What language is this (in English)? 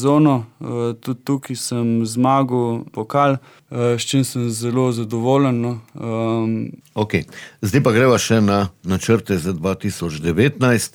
Slovenian